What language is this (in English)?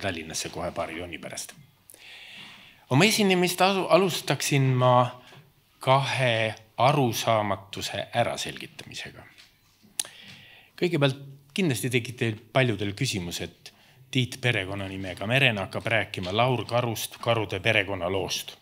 Estonian